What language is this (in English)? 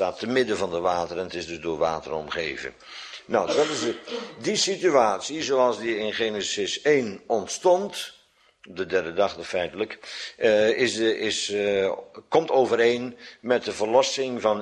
Dutch